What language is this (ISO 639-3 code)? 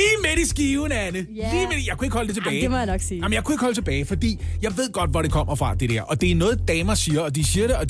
dan